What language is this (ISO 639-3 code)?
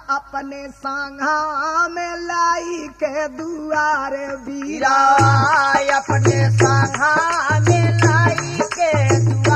bho